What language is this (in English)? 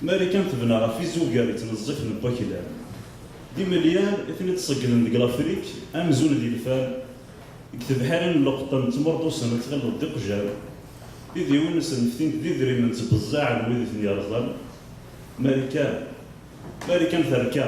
Kabyle